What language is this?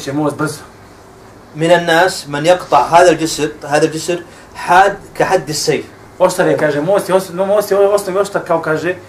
Bosnian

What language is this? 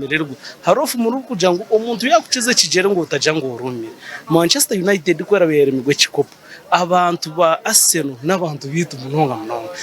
Nyankole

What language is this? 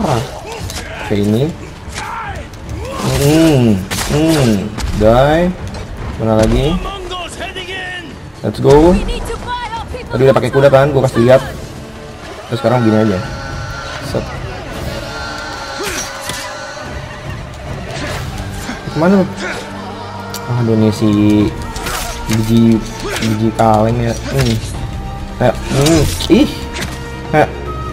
Indonesian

